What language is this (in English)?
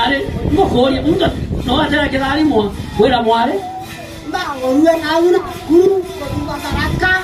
Meru